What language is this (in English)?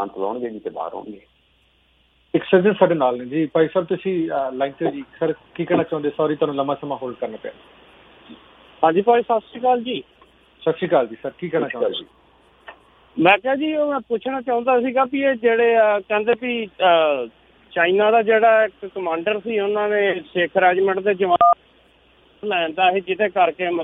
Punjabi